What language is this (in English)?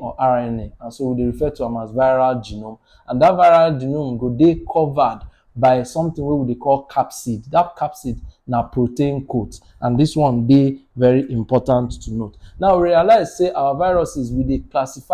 Nigerian Pidgin